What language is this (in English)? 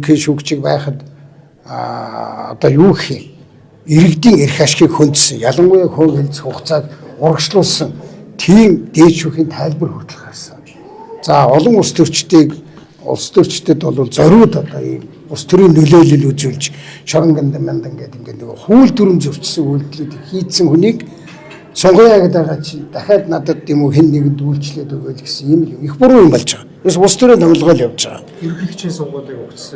Mongolian